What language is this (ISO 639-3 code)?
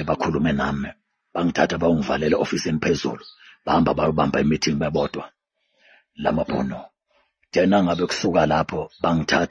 zul